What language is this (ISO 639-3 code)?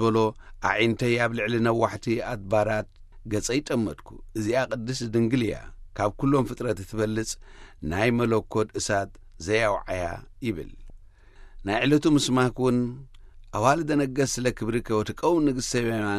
tir